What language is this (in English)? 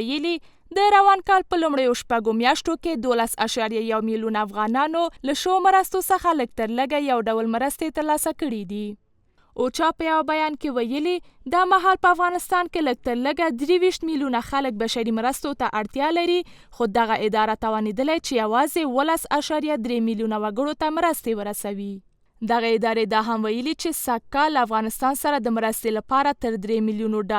Pashto